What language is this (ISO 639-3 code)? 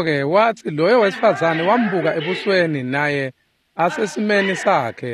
ssw